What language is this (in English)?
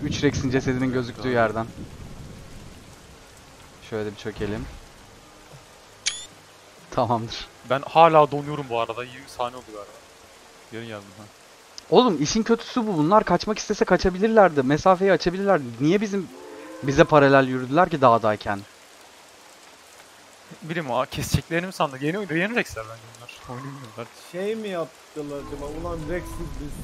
Turkish